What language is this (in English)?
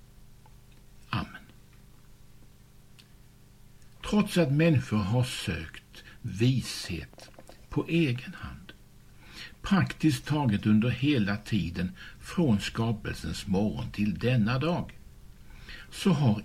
Swedish